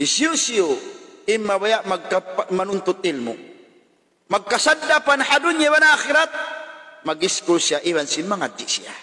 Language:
Tausug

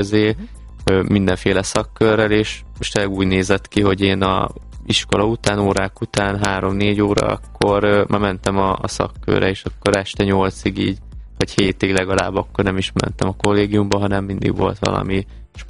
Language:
Hungarian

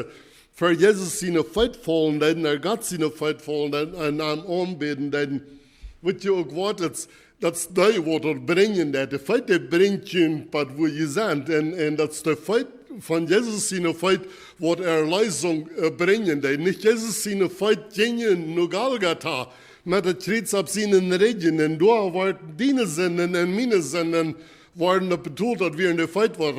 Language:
Plautdietsch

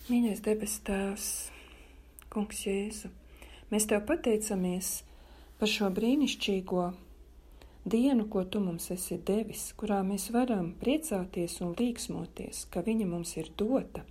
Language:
Latvian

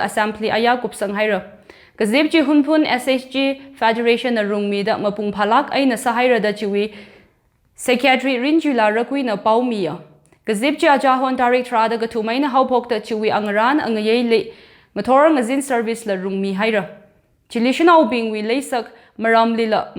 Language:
Tangkhul Naga (India)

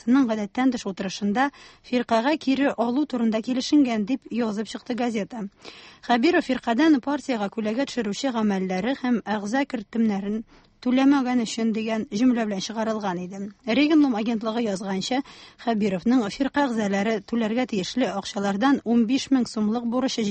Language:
Tatar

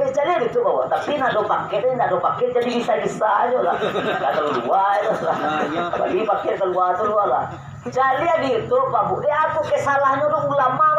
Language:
Minangkabau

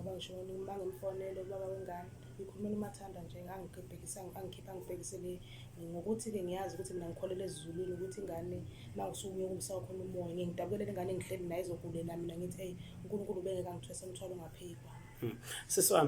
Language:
Zulu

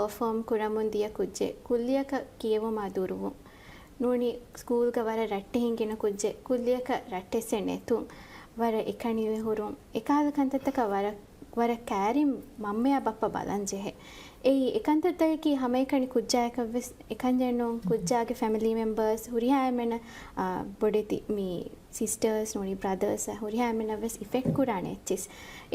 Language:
Divehi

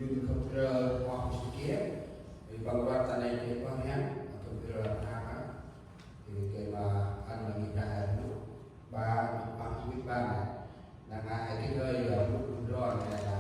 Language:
Central Mnong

